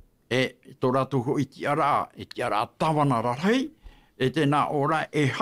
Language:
Tahitian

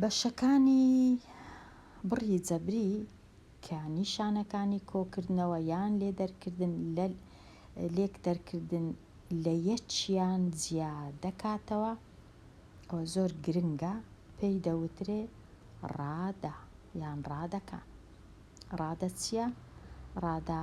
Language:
Central Kurdish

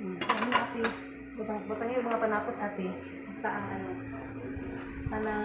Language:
Cebuano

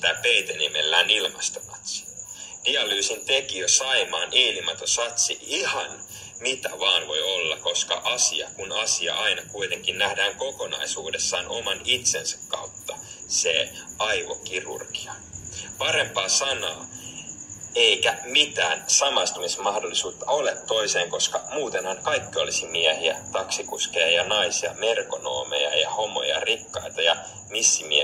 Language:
Finnish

